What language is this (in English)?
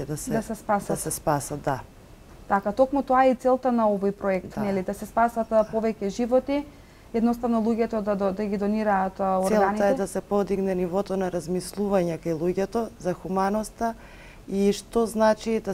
Macedonian